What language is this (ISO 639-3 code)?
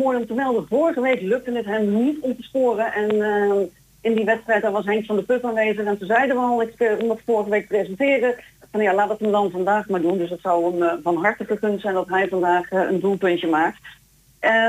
nld